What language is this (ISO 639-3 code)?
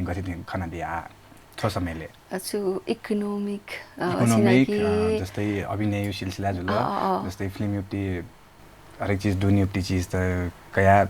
new